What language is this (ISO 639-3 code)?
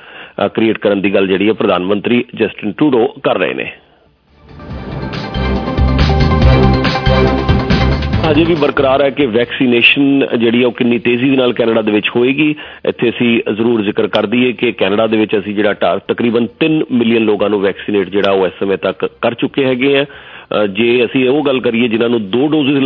pan